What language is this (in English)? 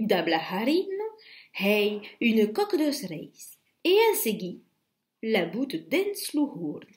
Occitan